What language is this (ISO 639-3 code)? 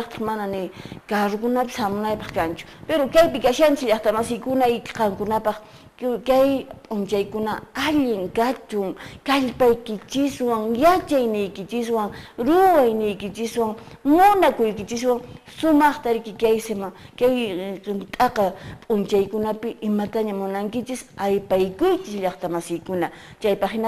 que